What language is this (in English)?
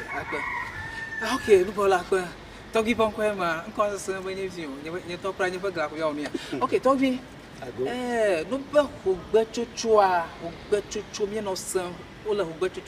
Ewe